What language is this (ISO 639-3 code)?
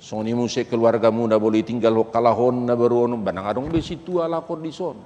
bbc